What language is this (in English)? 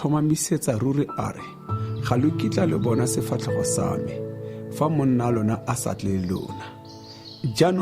Tswana